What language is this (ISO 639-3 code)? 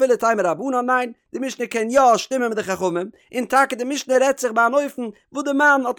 yid